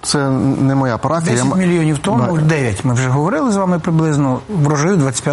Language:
Ukrainian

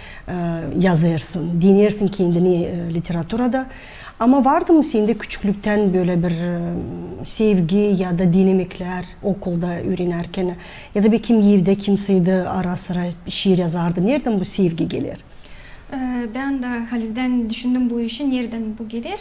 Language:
Gagauz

